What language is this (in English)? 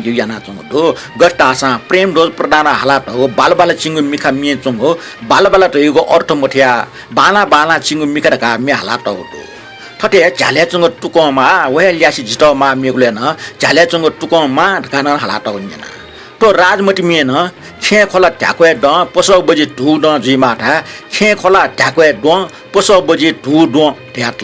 Newari